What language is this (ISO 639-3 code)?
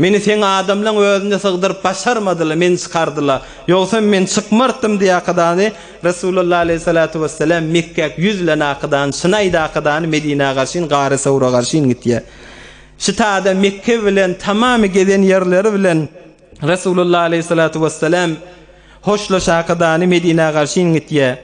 tuk